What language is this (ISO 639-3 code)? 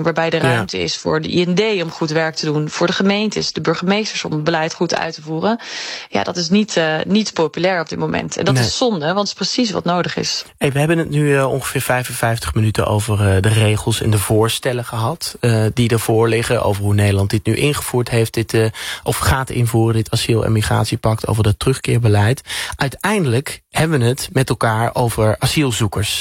nld